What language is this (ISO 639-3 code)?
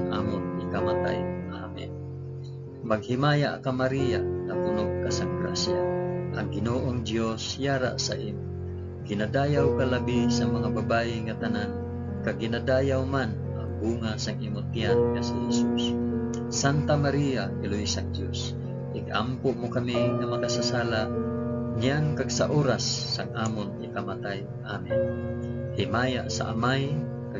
hil